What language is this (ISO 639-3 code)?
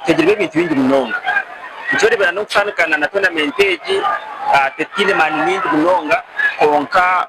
nyn